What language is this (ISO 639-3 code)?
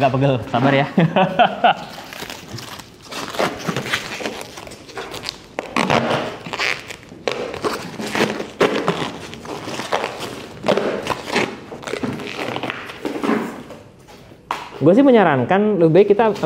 ind